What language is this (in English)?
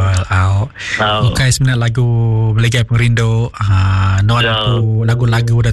Iban